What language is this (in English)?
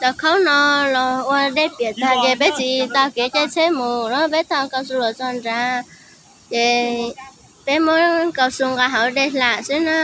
Hmong